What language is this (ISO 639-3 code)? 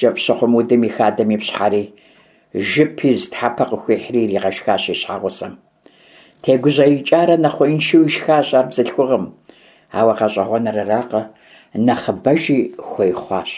kbd